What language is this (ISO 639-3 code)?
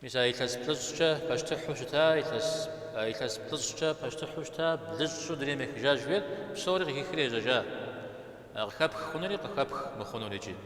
kbd